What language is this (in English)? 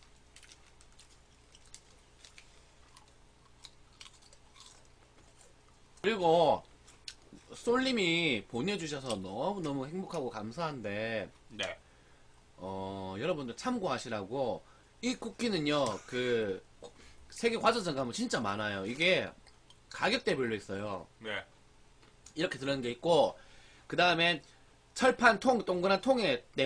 Korean